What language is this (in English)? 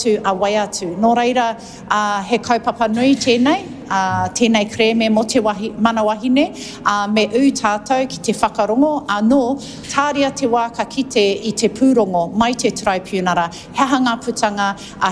Māori